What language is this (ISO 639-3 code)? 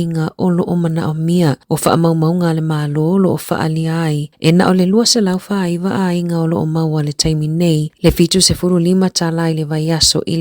smo